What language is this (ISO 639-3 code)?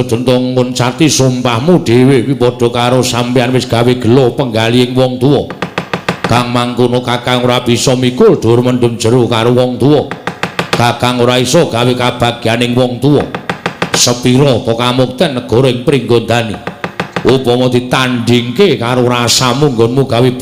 jav